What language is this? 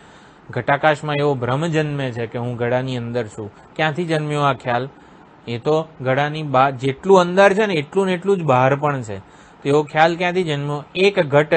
Gujarati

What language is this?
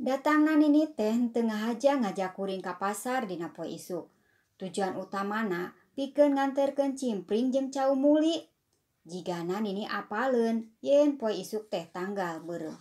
Sundanese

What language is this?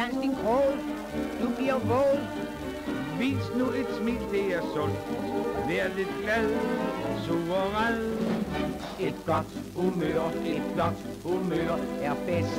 Danish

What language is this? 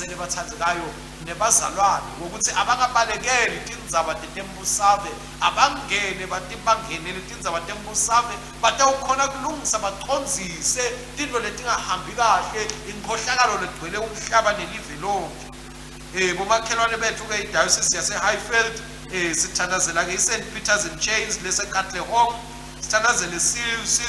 Swati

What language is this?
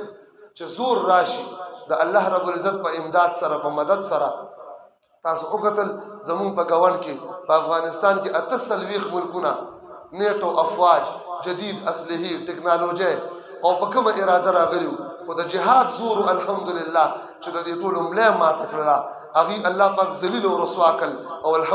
Pashto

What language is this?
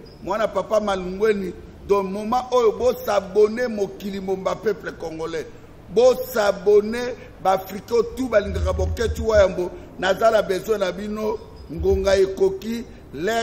Lingala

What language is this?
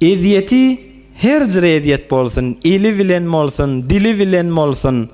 Turkmen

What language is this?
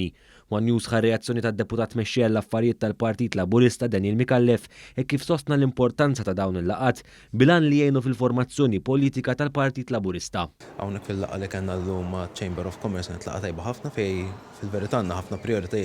Maltese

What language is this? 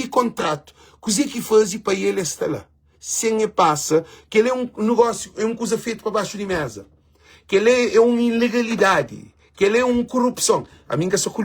Kabuverdianu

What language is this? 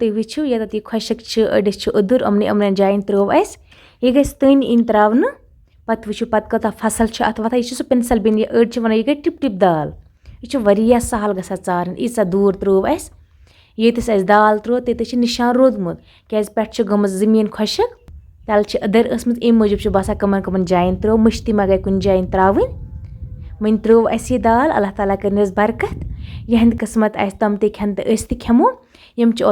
Kashmiri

